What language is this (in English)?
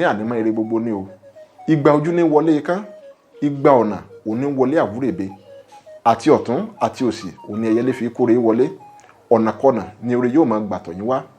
Yoruba